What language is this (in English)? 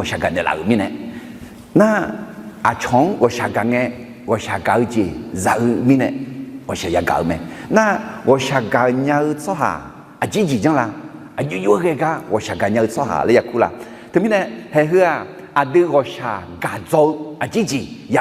Akha